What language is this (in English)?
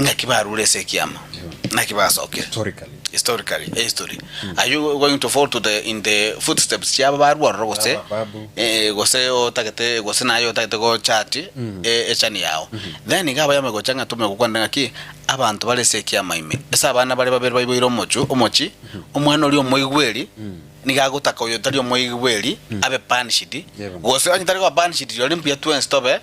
Gusii